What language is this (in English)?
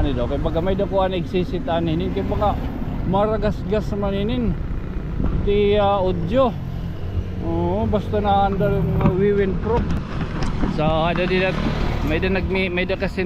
Waray